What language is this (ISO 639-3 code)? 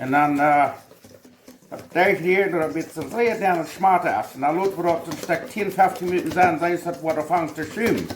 pdt